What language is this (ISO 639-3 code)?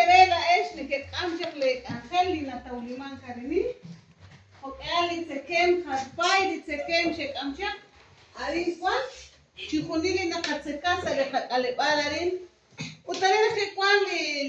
kek